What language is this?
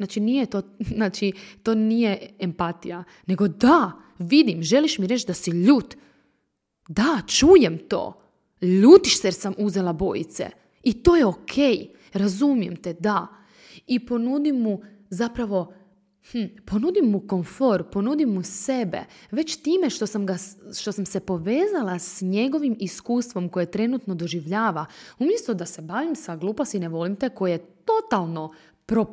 Croatian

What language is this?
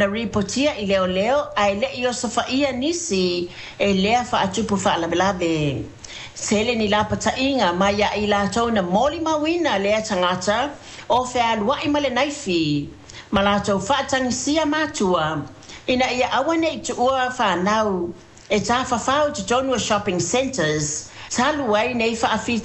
Samoan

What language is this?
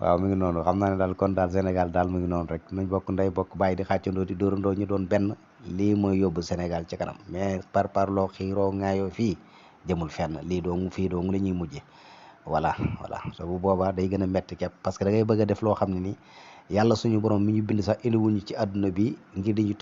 Wolof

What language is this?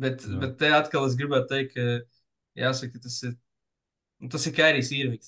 Latvian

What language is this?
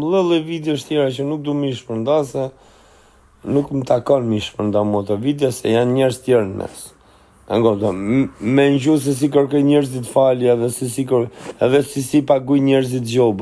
Albanian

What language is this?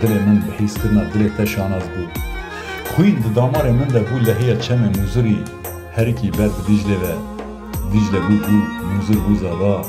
Kurdish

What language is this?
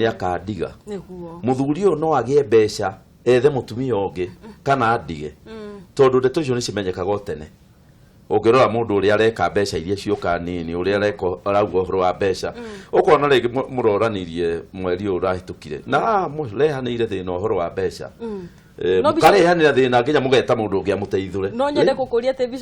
Kikuyu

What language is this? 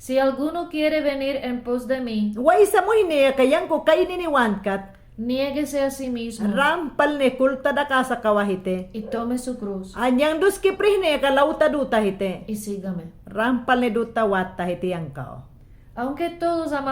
Mayangna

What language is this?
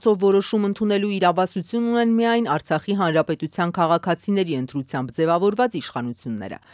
Armenian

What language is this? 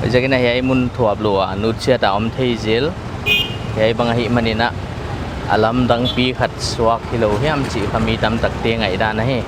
Paite Chin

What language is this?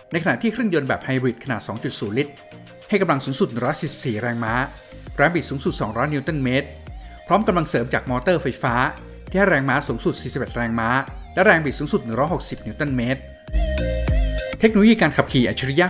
Thai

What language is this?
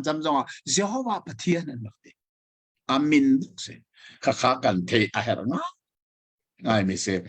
Hakha Chin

